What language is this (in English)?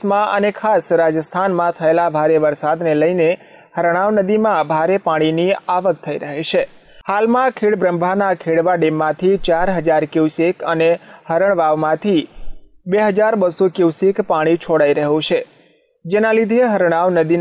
Gujarati